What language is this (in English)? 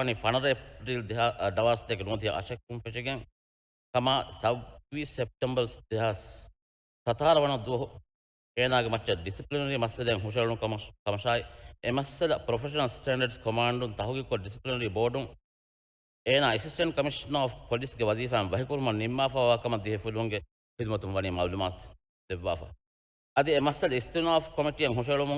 Divehi